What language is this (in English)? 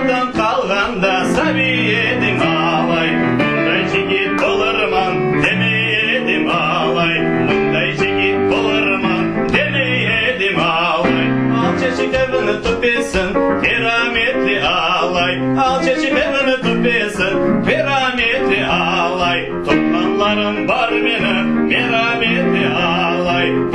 Crimean Tatar